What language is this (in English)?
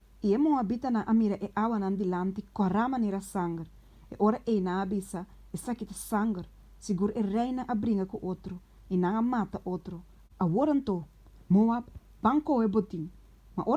Papiamento